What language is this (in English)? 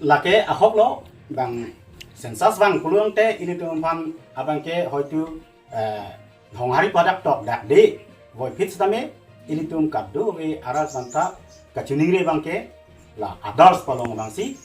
Karbi